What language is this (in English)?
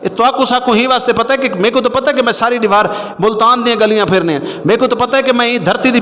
Saraiki